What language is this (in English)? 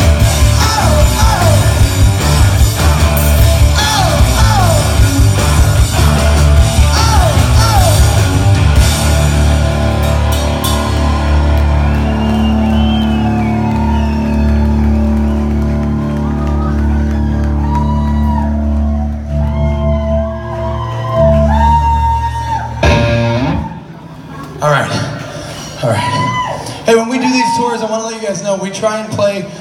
English